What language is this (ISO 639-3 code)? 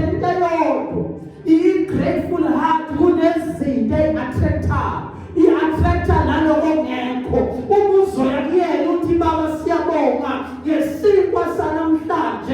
zul